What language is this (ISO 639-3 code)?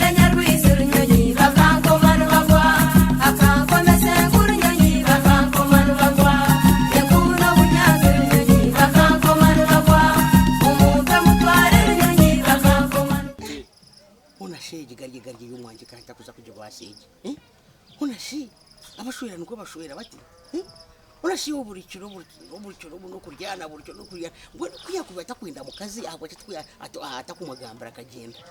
nyn